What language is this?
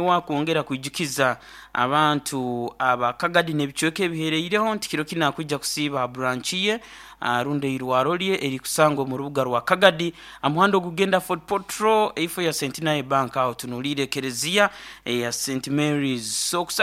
Nyoro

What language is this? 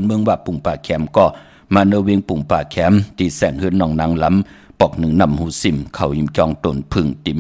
Shan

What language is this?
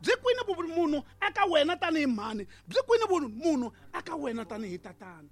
Tsonga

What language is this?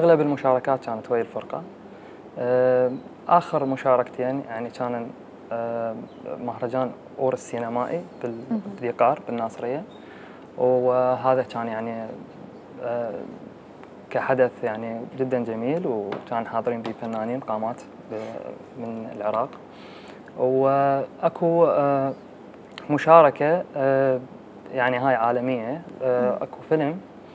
Mesopotamian Arabic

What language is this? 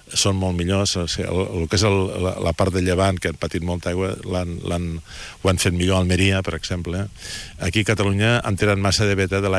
Catalan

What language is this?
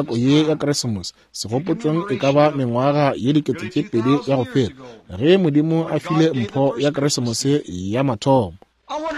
Northern Sotho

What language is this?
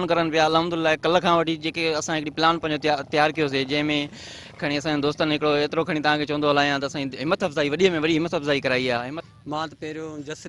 Sindhi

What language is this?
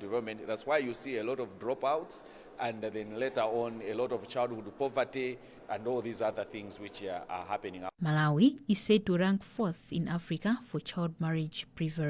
English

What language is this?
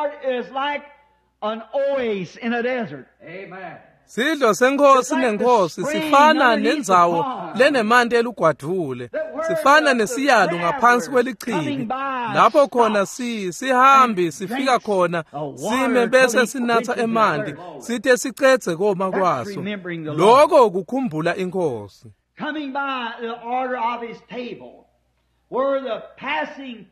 Swati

